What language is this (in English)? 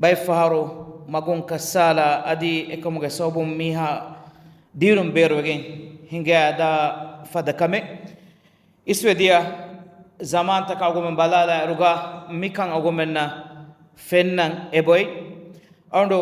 Divehi